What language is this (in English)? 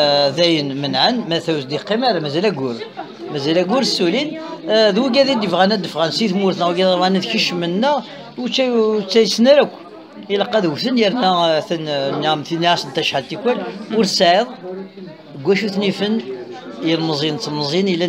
Kabyle